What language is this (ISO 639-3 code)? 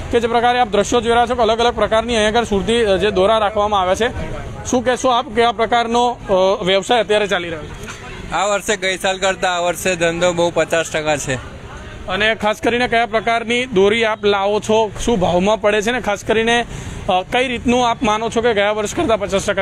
guj